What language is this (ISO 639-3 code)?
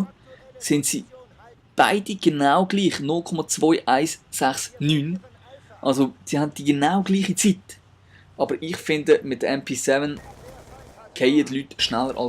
gsw